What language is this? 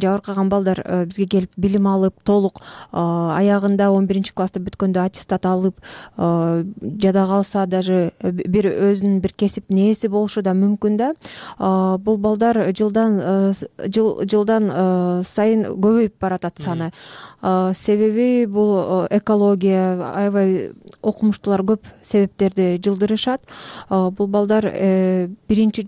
Kyrgyz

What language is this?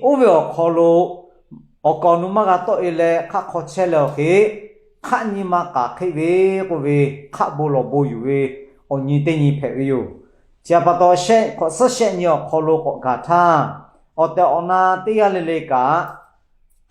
Lahu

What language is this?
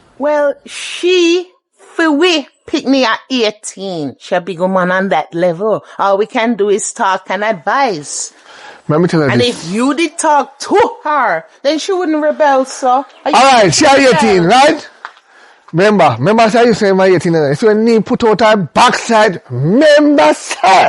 Jamaican Creole English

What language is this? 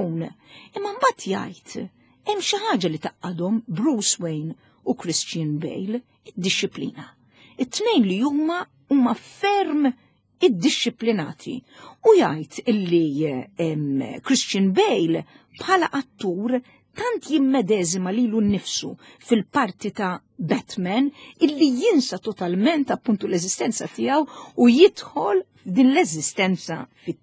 Maltese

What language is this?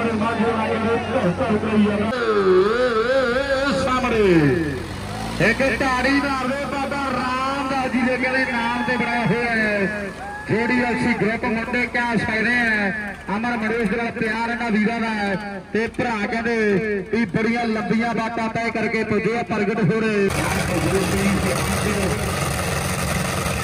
Punjabi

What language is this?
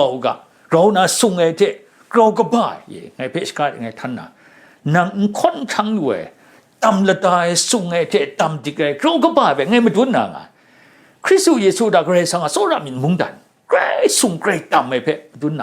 Kachin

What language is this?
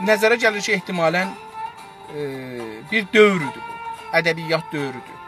South Azerbaijani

